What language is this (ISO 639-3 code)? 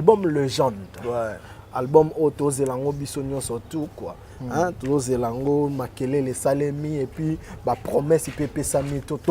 lin